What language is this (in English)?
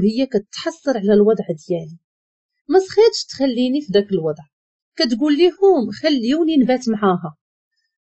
Moroccan Arabic